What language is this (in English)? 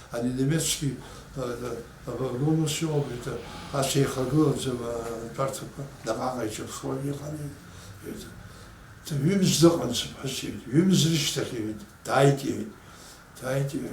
Abkhazian